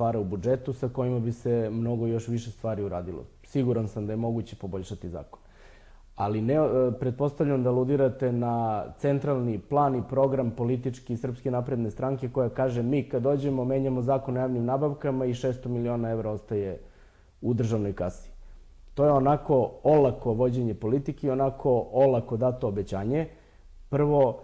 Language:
Serbian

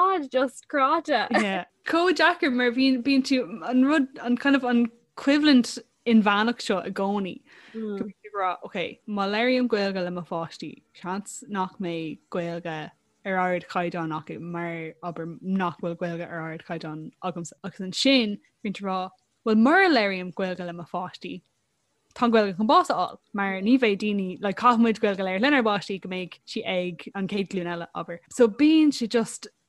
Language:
Irish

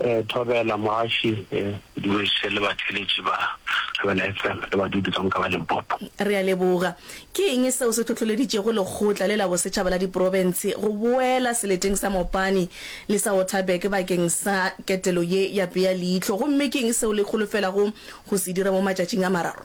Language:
Northern Sotho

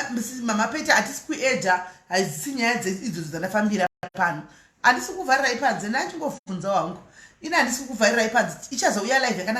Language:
Shona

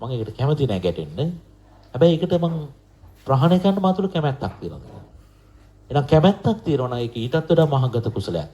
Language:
Sinhala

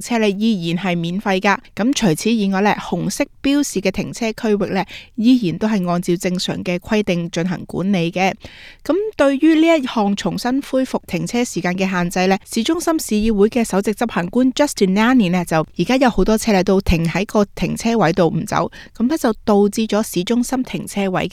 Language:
Cantonese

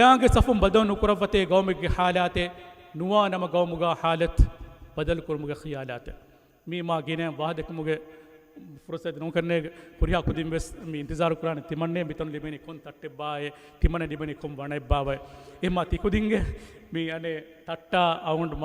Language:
Divehi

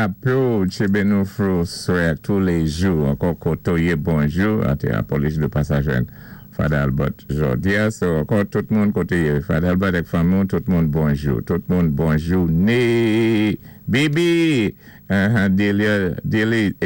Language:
Saint Lucian Creole French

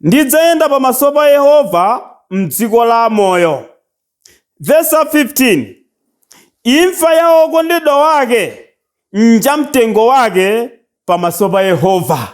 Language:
Nyanja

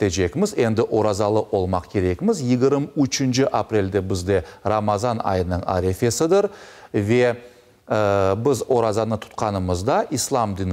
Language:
Crimean Tatar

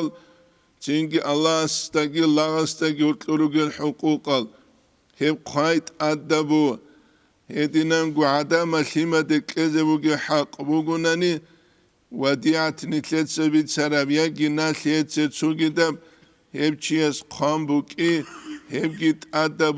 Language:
Avaric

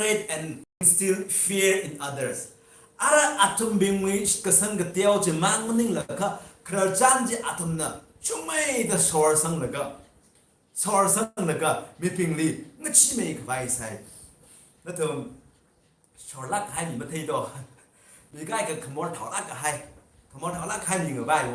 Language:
Tangkhul Naga (India)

